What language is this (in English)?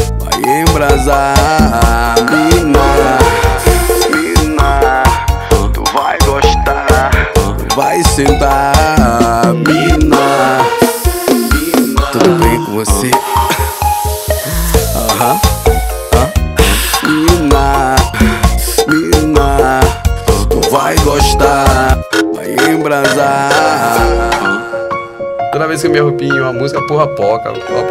Portuguese